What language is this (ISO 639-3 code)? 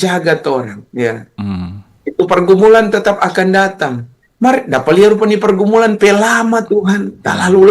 xmm